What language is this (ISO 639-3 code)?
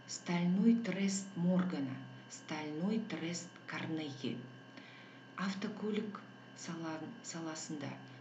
kaz